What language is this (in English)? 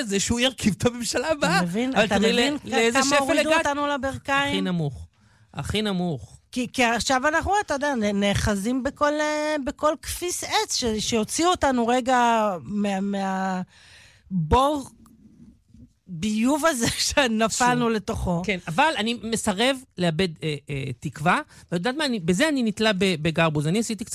Hebrew